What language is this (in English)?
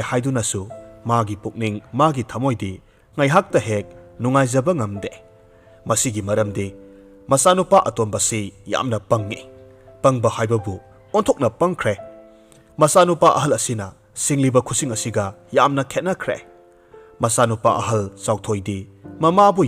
Manipuri